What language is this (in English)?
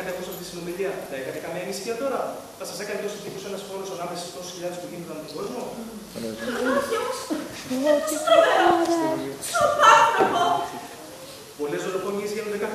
Greek